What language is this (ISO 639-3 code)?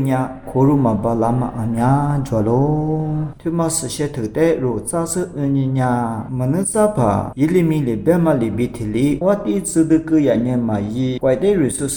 lis